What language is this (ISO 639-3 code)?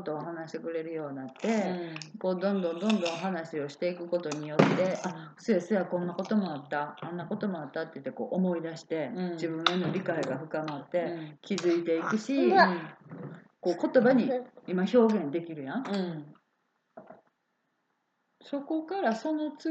jpn